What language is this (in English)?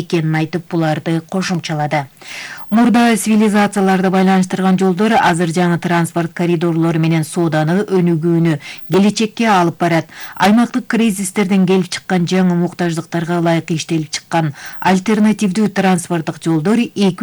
Kyrgyz